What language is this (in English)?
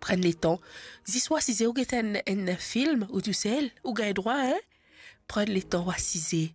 Morisyen